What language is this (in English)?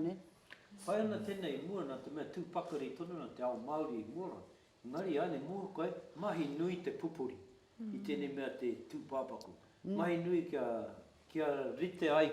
Māori